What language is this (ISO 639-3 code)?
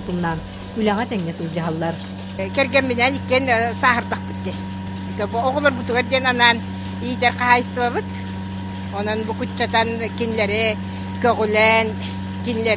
sah